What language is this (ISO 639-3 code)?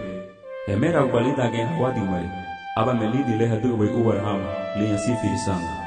cab